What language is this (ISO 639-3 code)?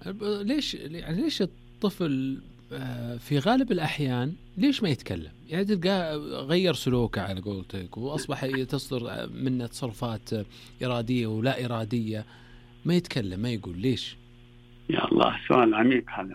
ars